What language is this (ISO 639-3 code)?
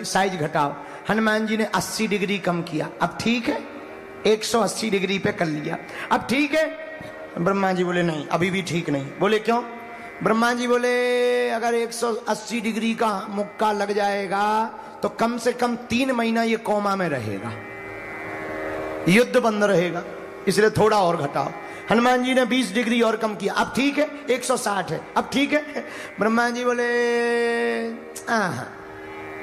hin